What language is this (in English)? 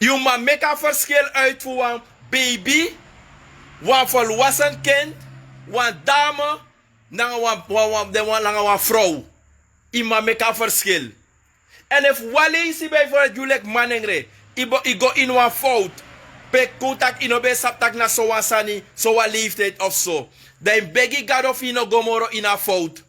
Sranan Tongo